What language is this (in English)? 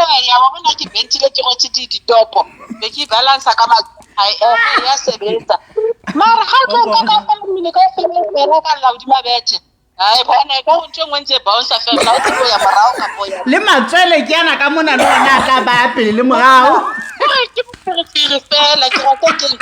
Southern Sotho